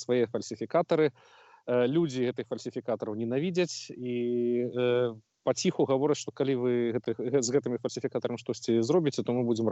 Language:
Belarusian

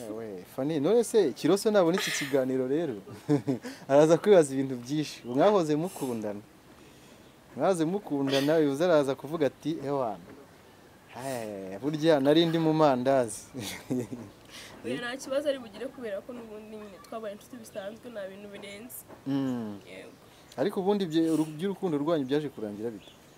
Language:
Kinyarwanda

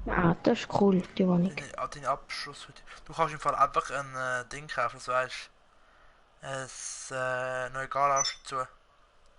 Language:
Swiss German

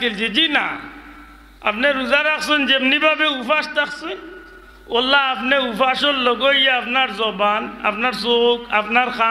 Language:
Sylheti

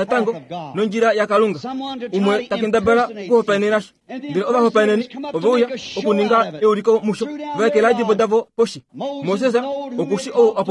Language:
Kuanyama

